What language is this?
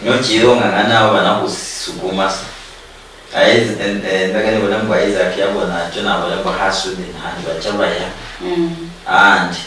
Luyia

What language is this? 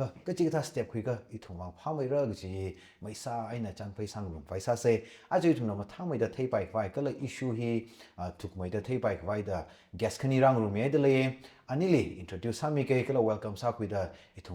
Tangkhul Naga (India)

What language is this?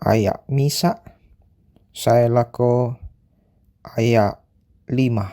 Toraja-Sa'dan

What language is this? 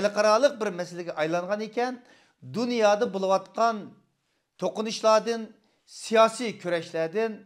Uyghur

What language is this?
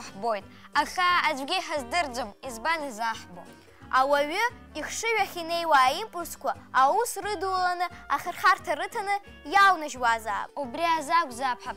Abkhazian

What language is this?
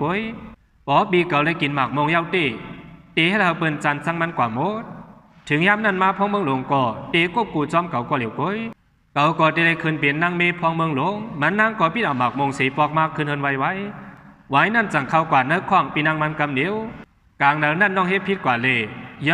Shan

